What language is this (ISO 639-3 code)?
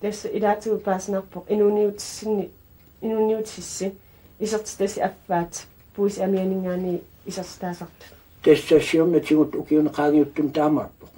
kal